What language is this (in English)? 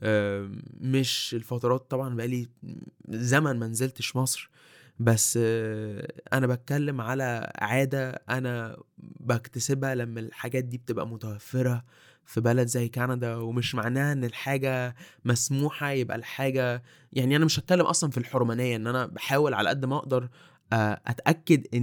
Egyptian Arabic